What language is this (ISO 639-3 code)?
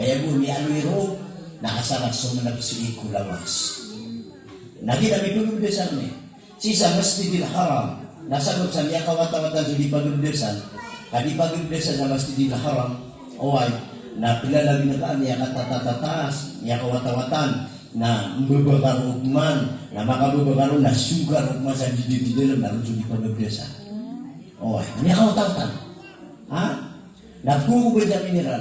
mrw